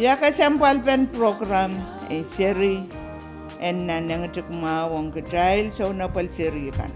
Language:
Pohnpeian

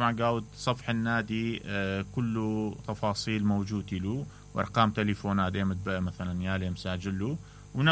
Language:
Mesopotamian Arabic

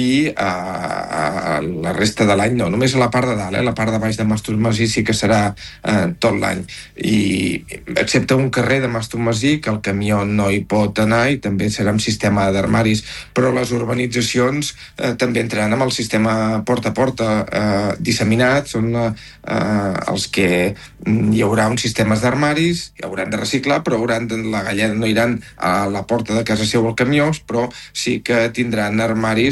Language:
Catalan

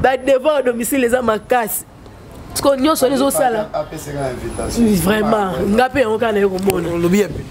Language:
Lingala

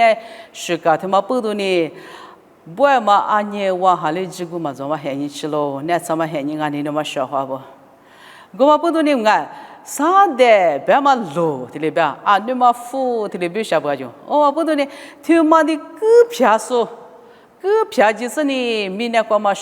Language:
Lisu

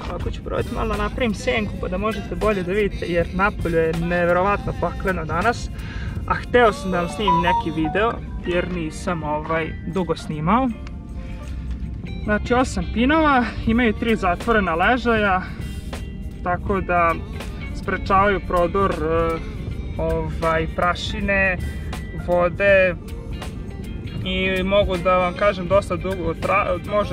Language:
Serbian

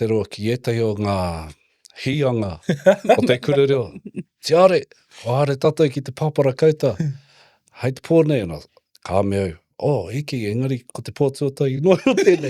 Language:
Māori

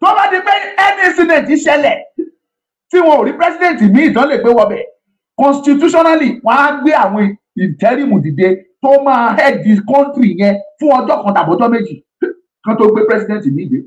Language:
Yoruba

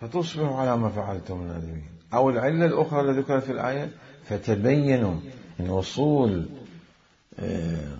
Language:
Mesopotamian Arabic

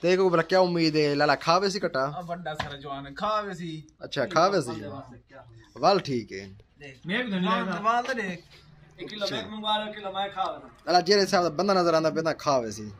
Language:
Saraiki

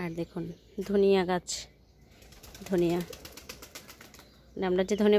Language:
Bangla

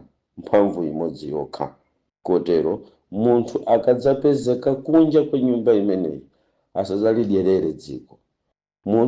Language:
Nyanja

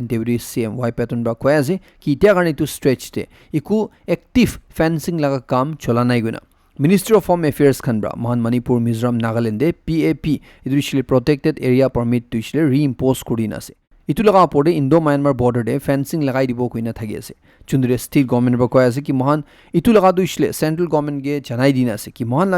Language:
Naga Pidgin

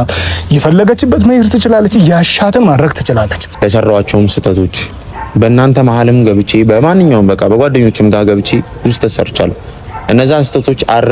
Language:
Amharic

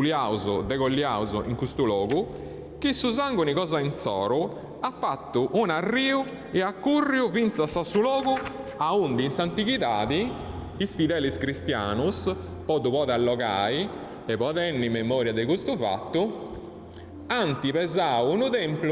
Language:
Sardinian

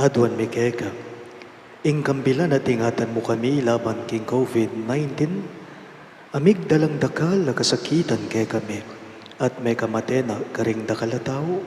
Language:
Pampanga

